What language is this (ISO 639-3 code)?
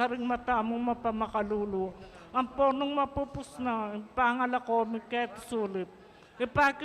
pam